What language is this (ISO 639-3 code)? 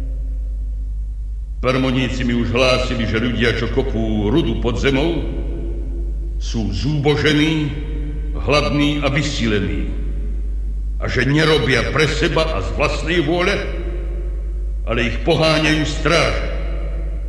slk